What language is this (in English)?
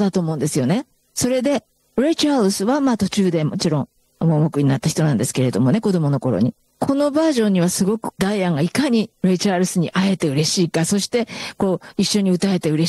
Japanese